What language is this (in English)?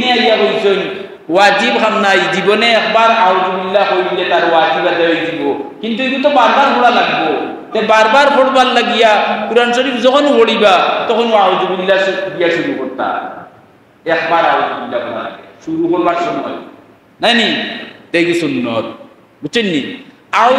Sylheti